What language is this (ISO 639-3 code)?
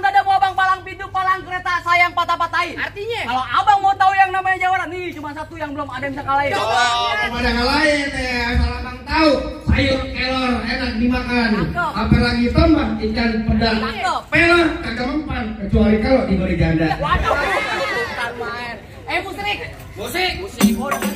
bew